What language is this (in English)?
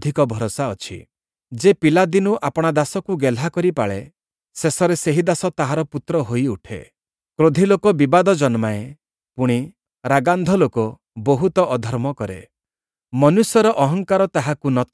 Odia